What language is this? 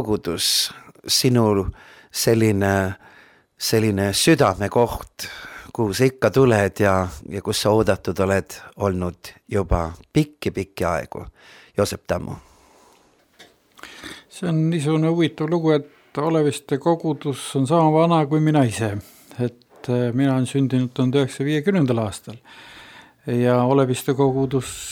Estonian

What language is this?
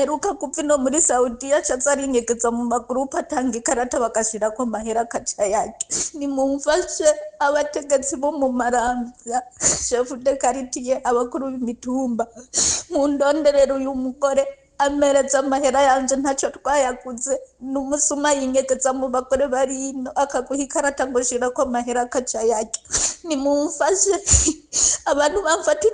Rundi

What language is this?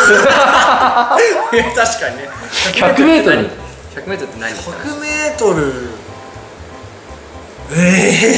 Japanese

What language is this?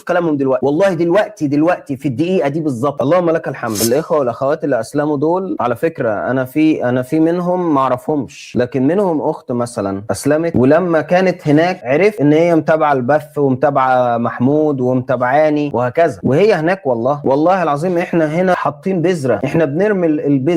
Egyptian Arabic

